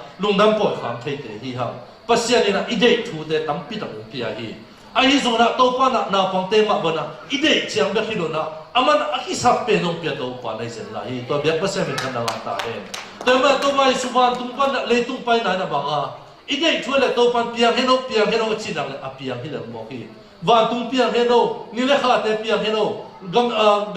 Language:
Tedim Chin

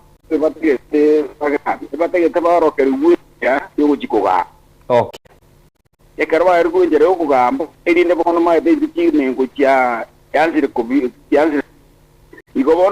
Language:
Gusii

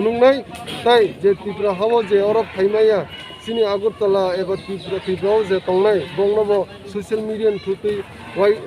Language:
Kok Borok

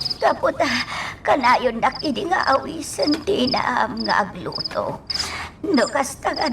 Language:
Iloko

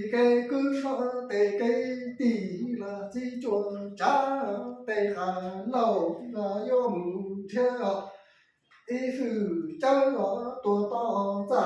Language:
Hmong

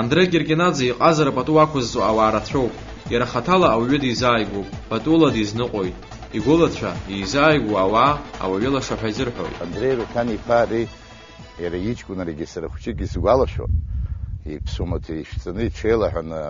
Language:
Abkhazian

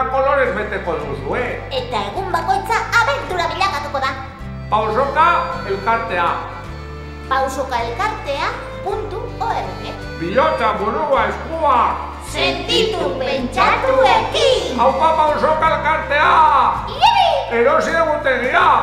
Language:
Basque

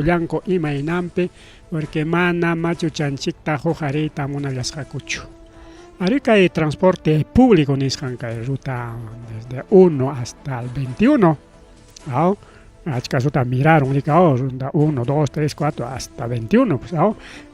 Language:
Ayacucho Quechua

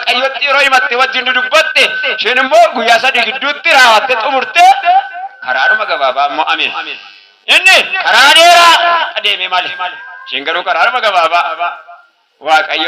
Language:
Oromo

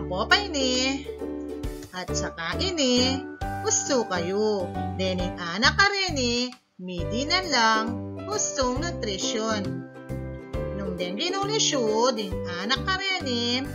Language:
Pampanga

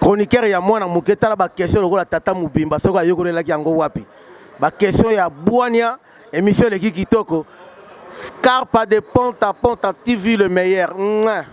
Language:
Lingala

